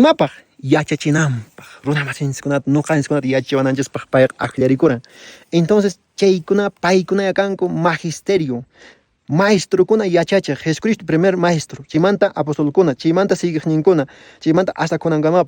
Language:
Quechua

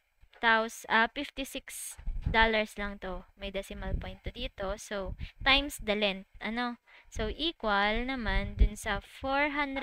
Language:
Filipino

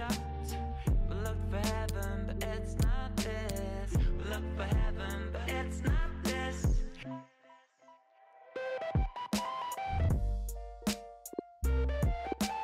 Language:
English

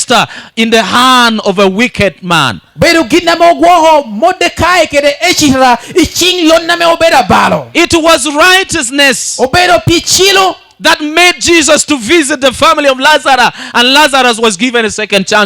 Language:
Lango (Uganda)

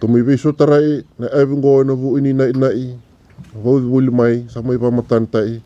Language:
Fijian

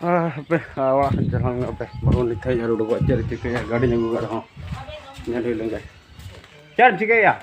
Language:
Santali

